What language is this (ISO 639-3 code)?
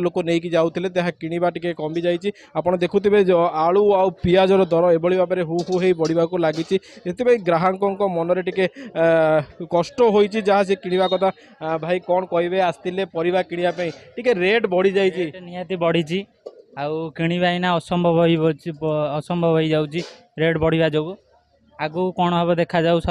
ori